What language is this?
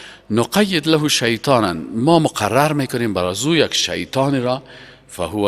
Persian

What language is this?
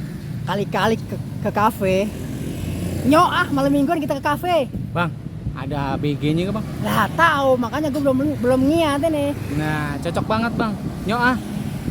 Betawi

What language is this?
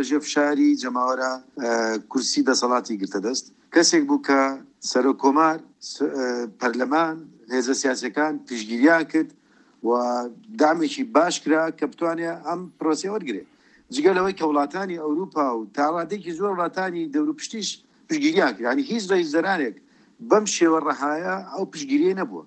Central Kurdish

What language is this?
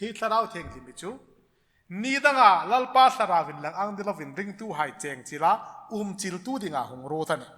Hmar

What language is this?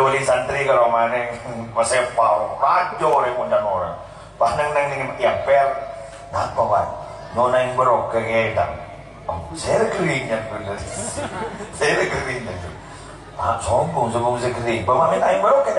Madurese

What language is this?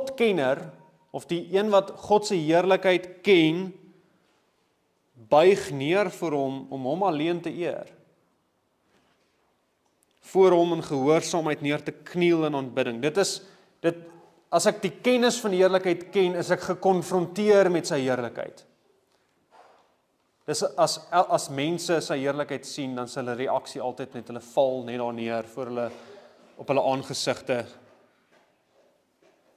Afrikaans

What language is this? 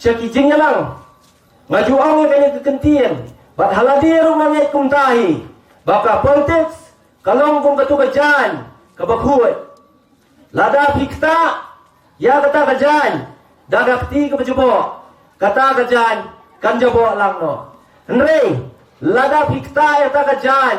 Khasi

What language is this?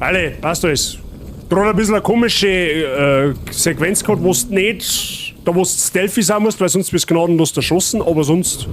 Bavarian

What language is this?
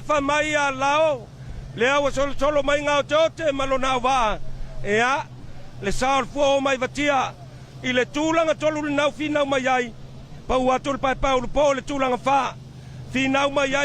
Samoan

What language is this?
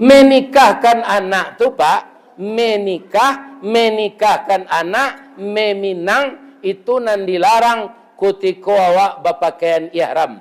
Minangkabau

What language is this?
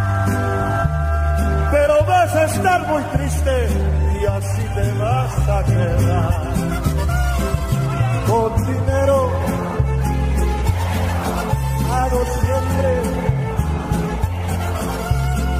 Spanish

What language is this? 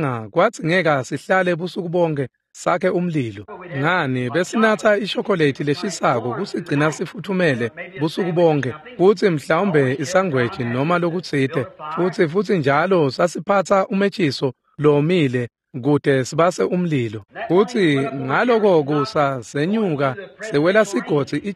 Swati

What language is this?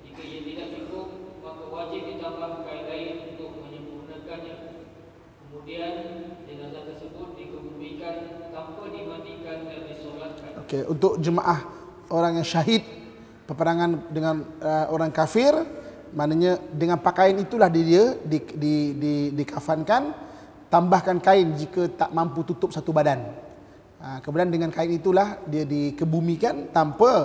Malay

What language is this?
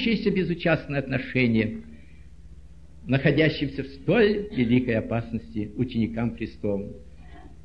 Russian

